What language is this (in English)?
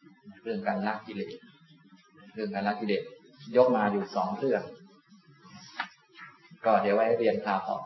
Thai